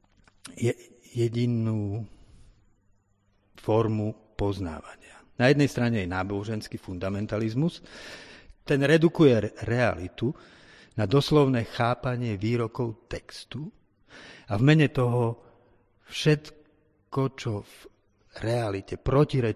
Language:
Slovak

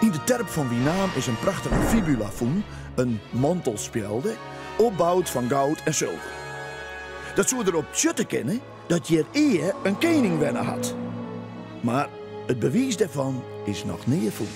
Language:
Western Frisian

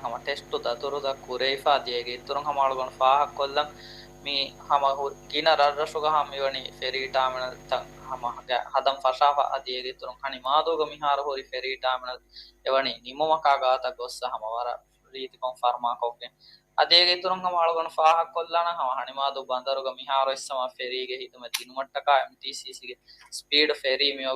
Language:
Divehi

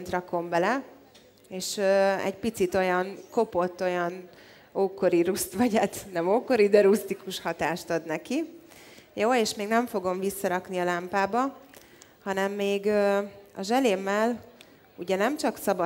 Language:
Hungarian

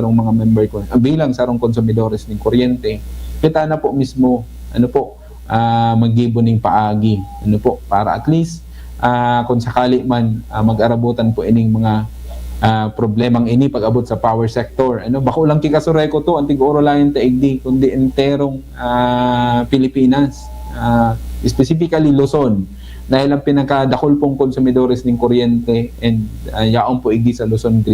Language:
Bikol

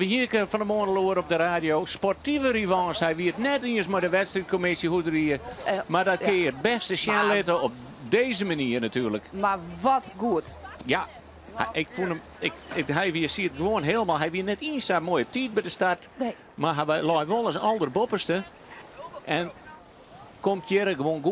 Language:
Western Frisian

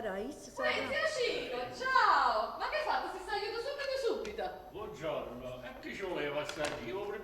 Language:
Neapolitan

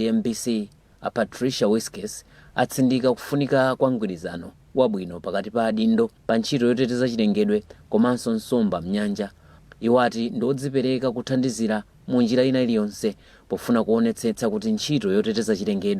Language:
Nyanja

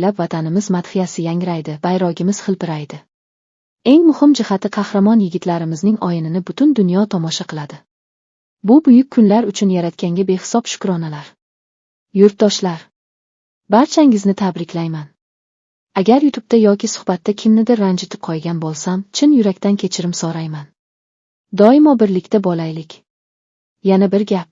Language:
Uzbek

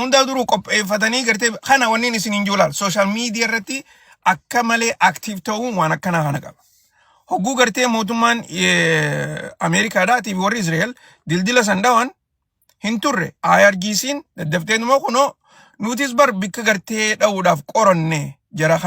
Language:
Oromo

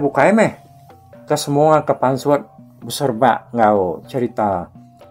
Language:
Iban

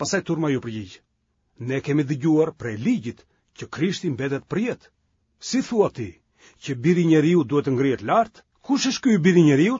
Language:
Albanian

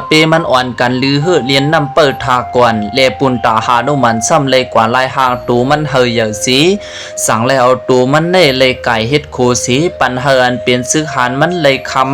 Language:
Lao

